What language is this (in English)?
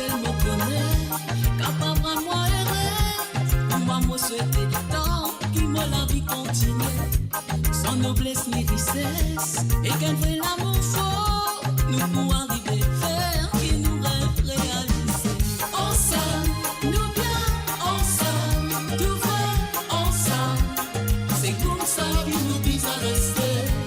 Morisyen